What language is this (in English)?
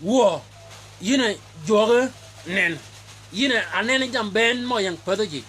Shilluk